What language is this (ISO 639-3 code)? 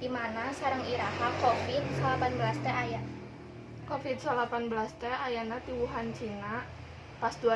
sun